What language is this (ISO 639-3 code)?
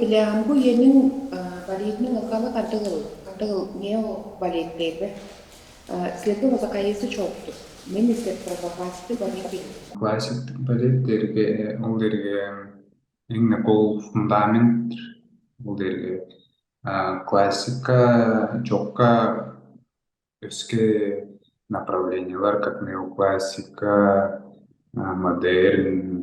tyv